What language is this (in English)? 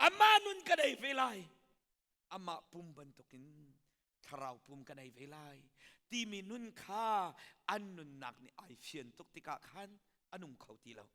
Hakha Chin